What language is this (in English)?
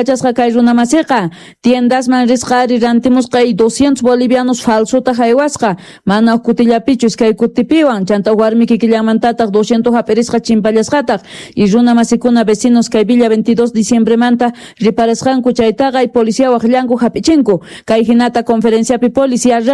South Bolivian Quechua